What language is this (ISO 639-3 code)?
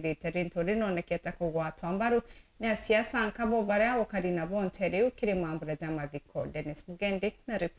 mer